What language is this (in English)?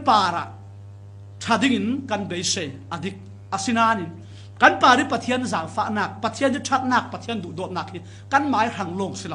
Falam Chin